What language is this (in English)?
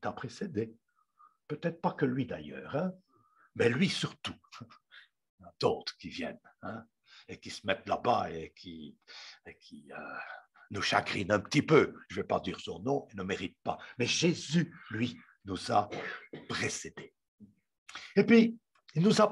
French